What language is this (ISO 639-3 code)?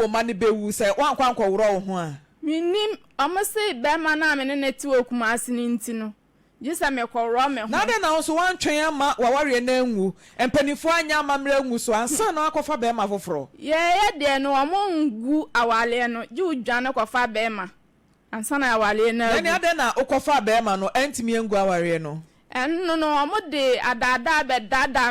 aka